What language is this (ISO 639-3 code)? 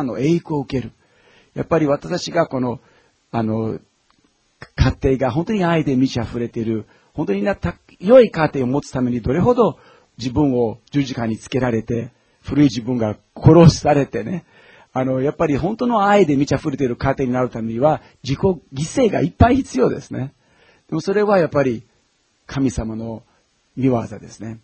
jpn